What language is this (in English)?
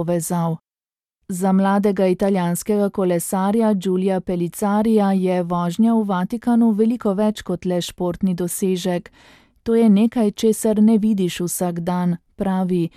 Slovenian